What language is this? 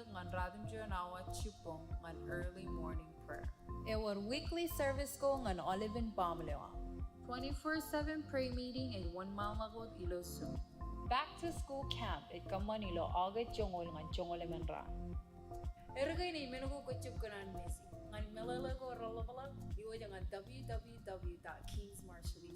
Marshallese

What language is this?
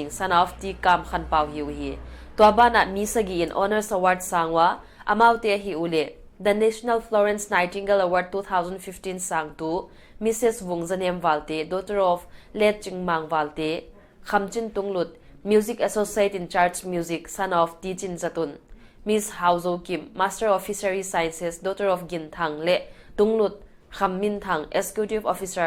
Paite Chin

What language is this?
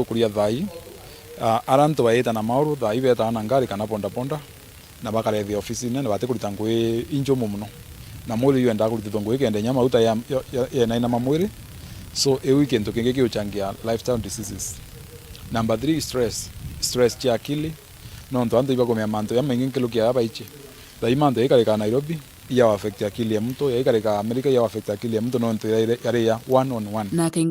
Meru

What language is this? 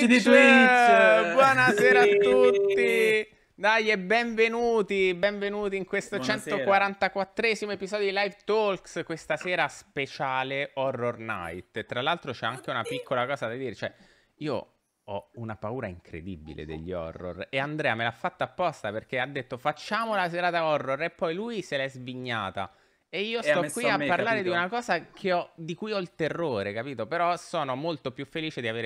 Italian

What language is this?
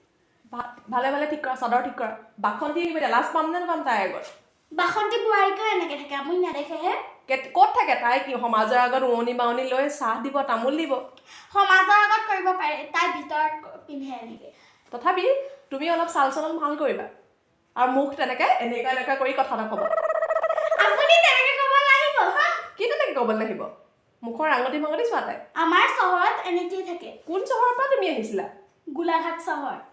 Assamese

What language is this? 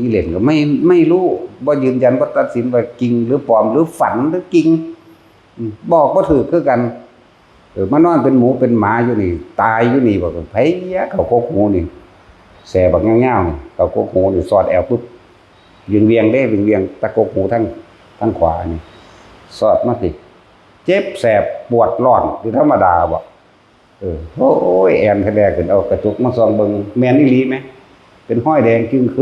Northeastern Thai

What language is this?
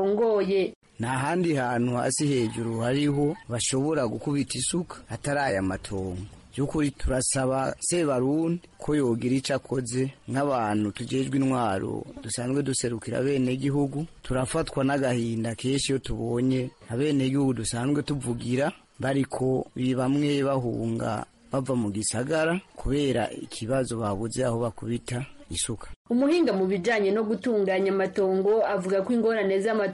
Rundi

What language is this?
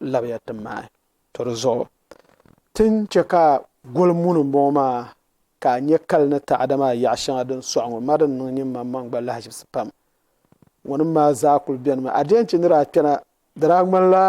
Dagbani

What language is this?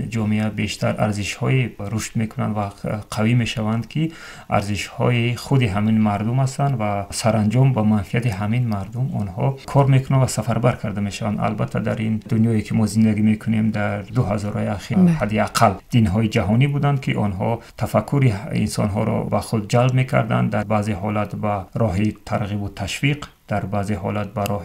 Tajik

